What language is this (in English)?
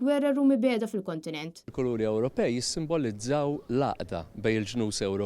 Maltese